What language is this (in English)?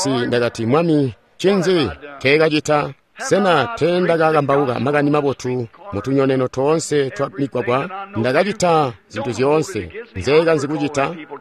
Tonga (Zambia)